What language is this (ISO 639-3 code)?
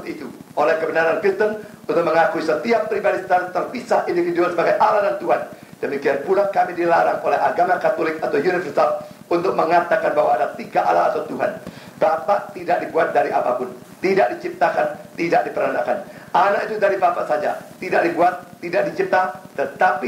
ind